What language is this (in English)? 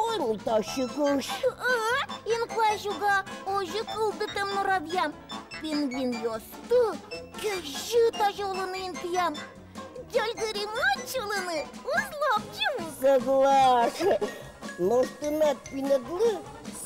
Udmurt